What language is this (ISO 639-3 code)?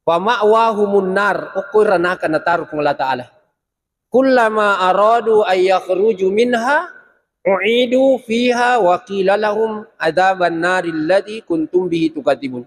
bug